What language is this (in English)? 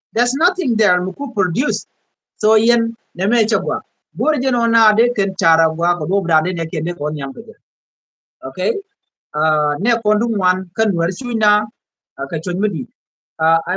Nuer